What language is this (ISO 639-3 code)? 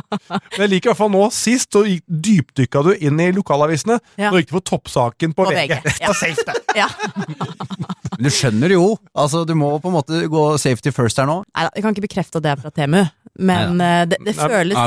nor